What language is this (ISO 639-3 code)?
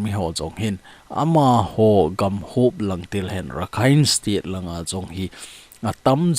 tcz